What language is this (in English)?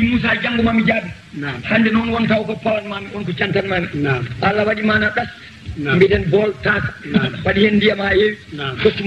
Fula